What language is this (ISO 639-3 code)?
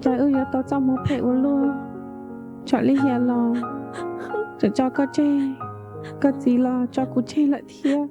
hmn